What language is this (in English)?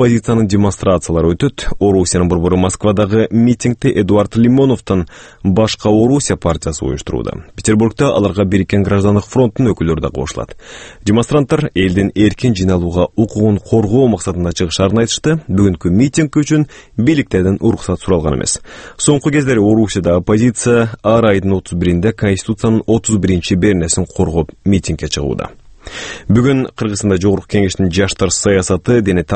Kyrgyz